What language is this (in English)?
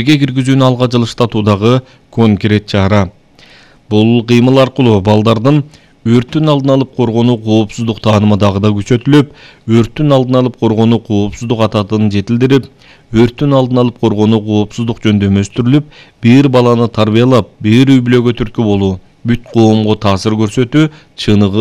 Kyrgyz